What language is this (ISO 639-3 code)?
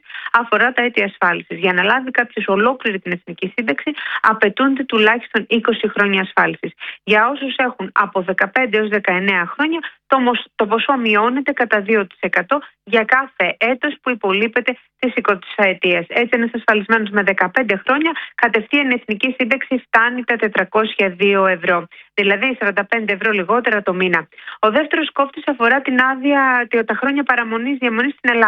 ell